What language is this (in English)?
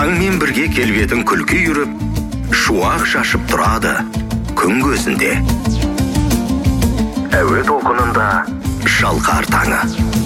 Kazakh